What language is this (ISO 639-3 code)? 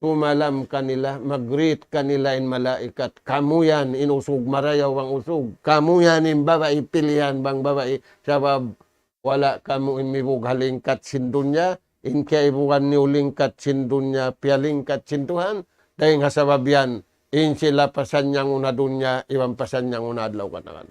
tsg